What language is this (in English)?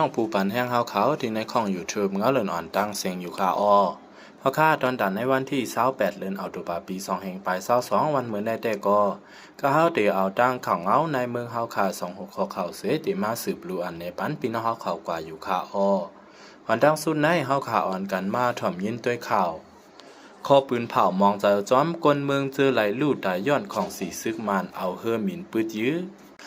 Shan